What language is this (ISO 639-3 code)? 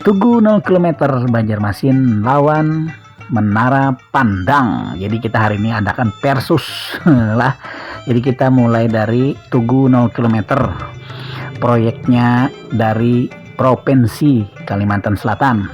bjn